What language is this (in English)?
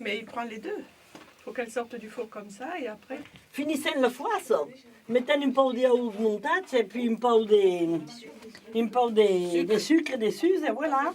Occitan